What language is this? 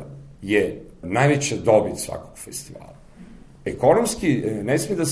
Serbian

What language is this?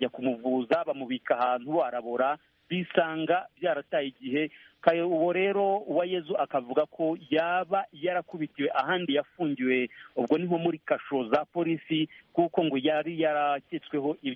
Kinyarwanda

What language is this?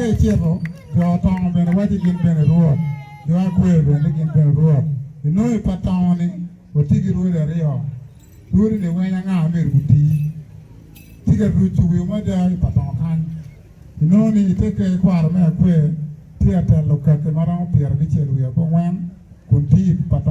Acoli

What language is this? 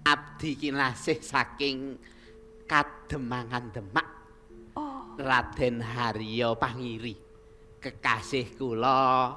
Javanese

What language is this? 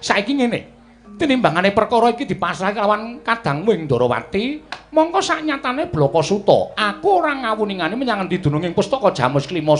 Javanese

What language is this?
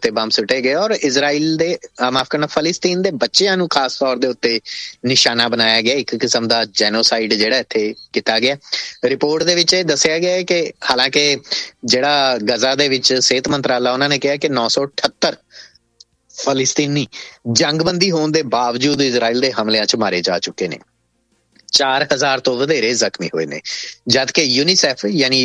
Punjabi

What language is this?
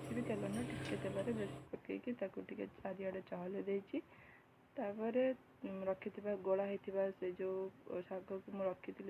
Odia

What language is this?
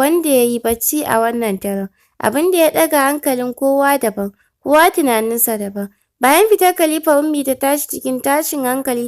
Hausa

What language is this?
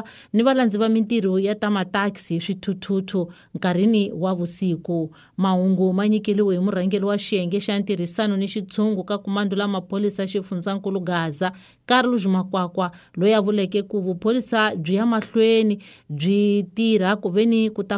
Tsonga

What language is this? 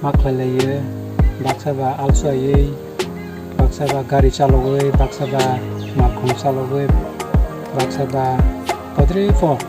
Kok Borok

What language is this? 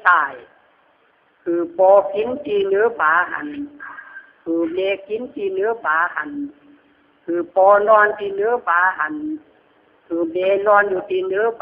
Lü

